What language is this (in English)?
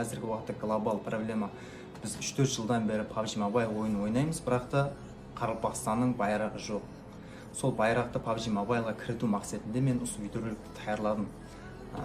Kara-Kalpak